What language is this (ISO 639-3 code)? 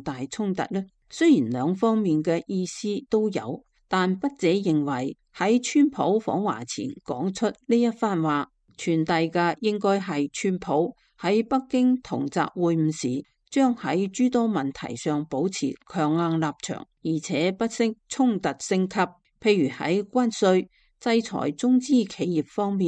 yue